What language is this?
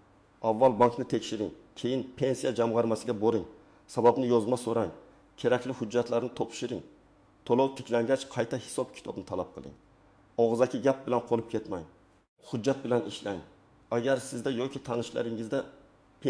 Uzbek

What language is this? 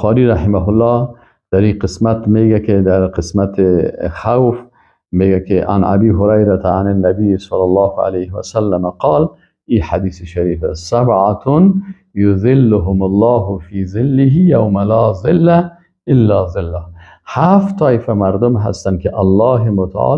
Persian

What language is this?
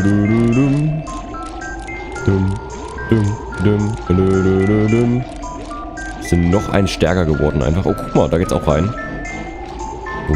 German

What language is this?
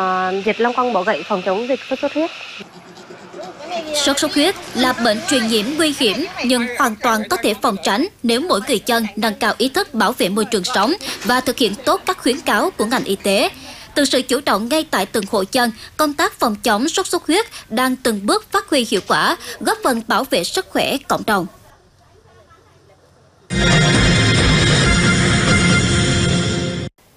Vietnamese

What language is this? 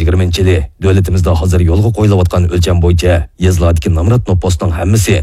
Uyghur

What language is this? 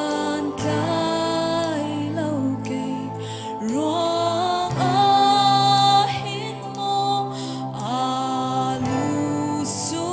Hakha Chin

